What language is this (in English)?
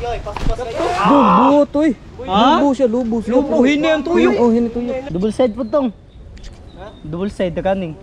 Cebuano